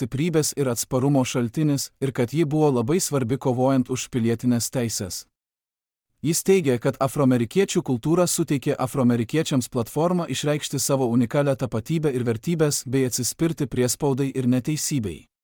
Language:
Lithuanian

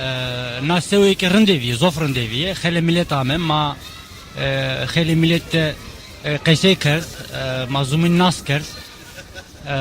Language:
Zaza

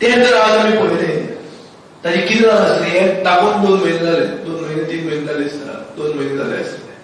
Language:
Konkani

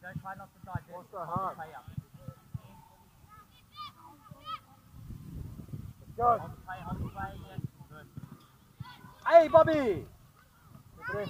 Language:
English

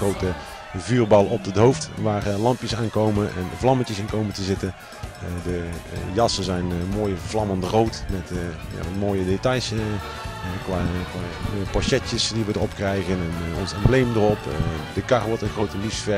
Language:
Limburgish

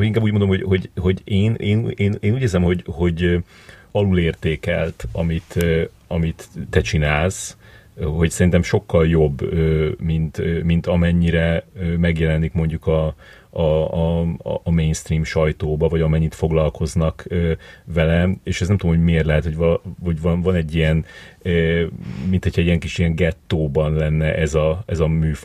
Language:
Hungarian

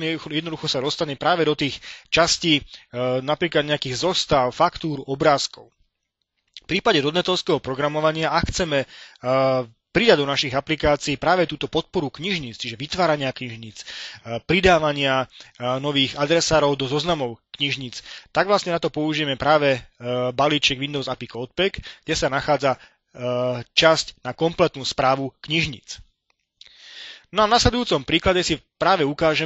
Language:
Slovak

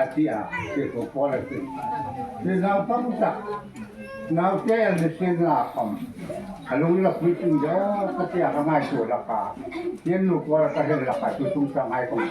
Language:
Hmar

